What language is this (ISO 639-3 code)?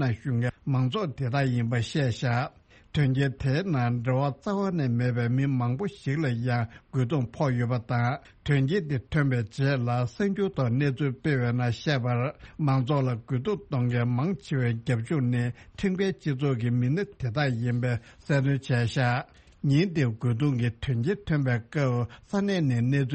bod